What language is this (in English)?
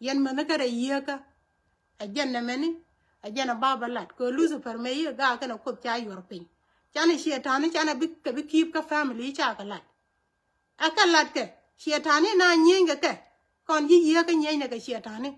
Nuer